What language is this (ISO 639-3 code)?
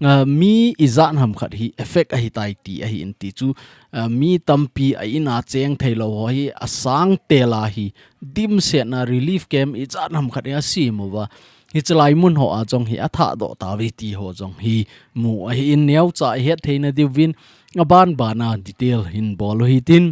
tcz